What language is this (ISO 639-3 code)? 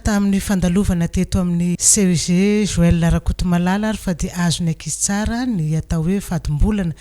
mlg